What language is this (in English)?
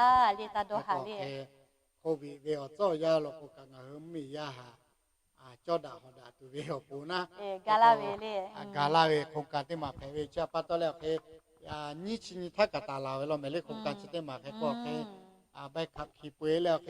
Lahu